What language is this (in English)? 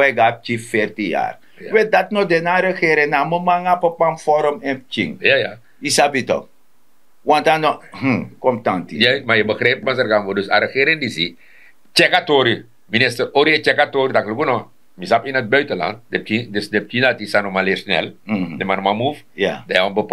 Sranan Tongo